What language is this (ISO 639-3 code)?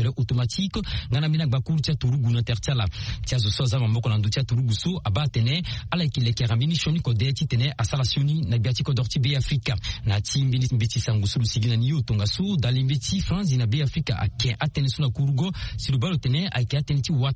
sag